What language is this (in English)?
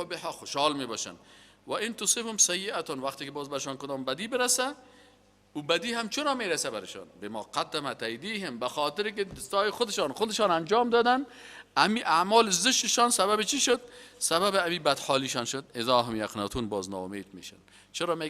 Persian